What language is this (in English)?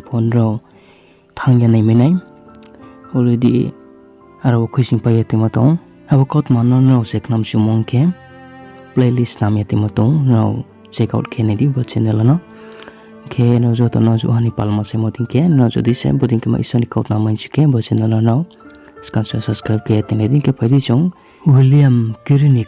Riang (India)